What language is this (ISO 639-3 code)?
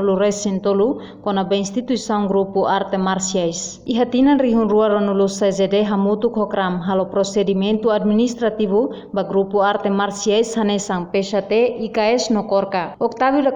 tet